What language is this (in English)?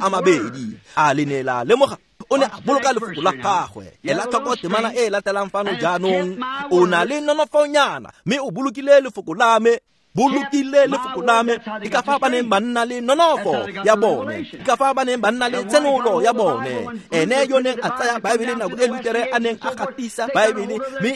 Tswana